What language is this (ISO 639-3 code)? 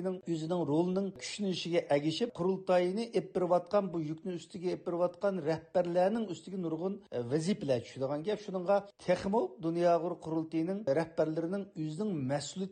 uig